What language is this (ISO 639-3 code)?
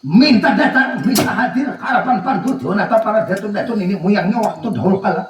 bjn